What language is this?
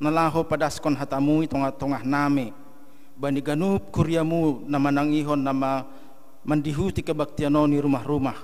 Batak Simalungun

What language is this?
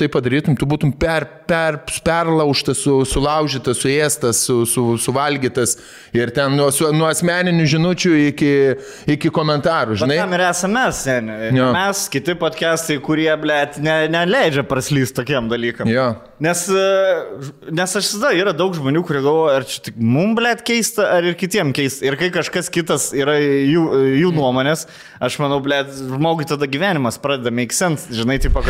Lithuanian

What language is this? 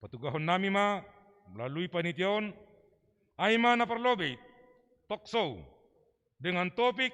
Batak Simalungun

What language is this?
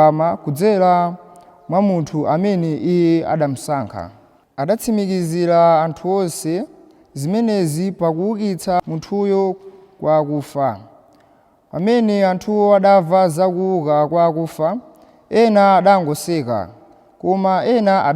Nyanja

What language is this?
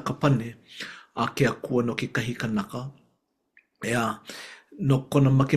Hawaiian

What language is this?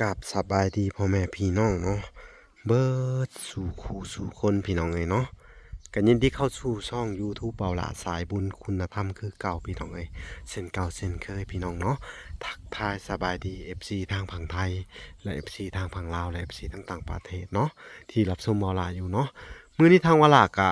Lao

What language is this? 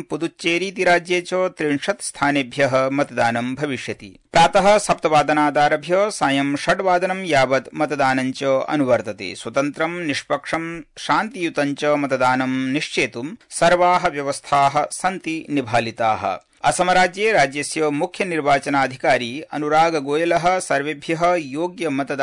Sanskrit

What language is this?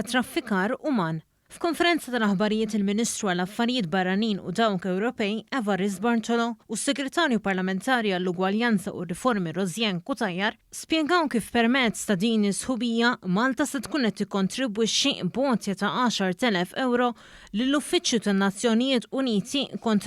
Maltese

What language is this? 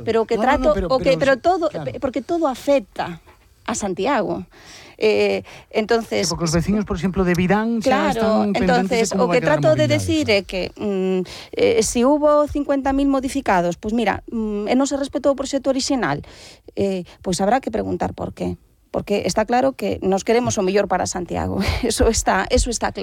Galician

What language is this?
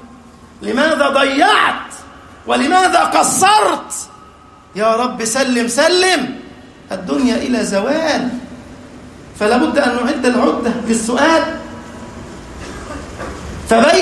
Arabic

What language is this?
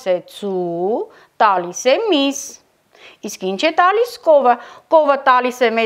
Armenian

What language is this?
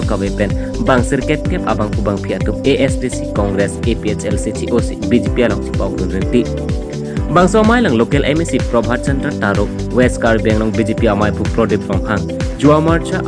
Karbi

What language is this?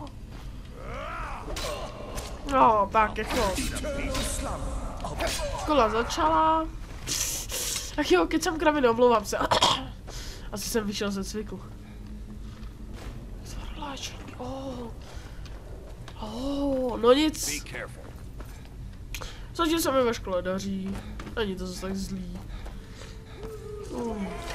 Czech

